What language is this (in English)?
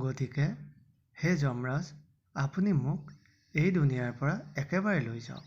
Assamese